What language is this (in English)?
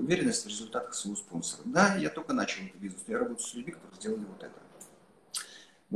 Russian